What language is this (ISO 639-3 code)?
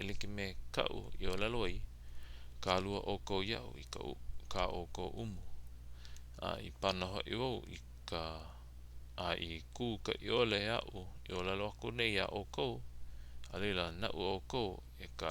haw